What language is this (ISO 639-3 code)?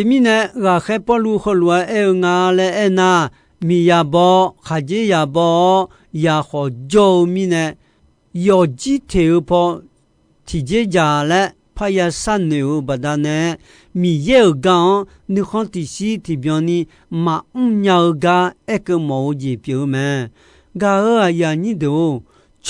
ahk